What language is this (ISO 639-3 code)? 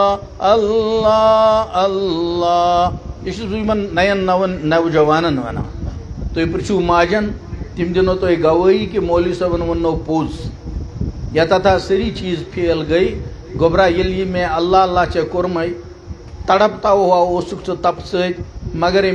kas